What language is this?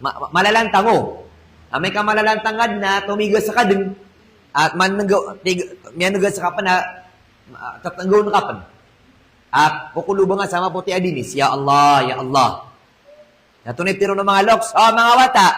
Maranao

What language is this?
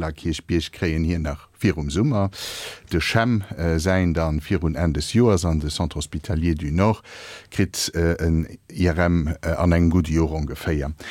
Luxembourgish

